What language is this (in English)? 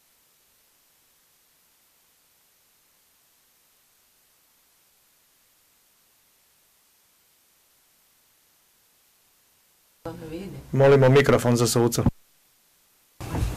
Croatian